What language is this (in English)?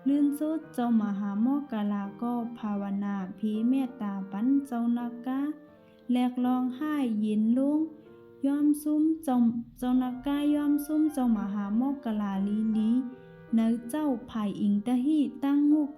Shan